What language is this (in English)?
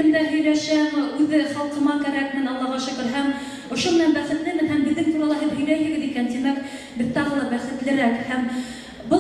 Bashkir